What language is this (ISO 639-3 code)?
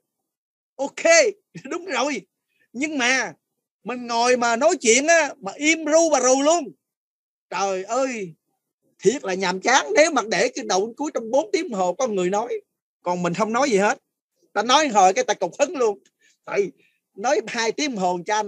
vie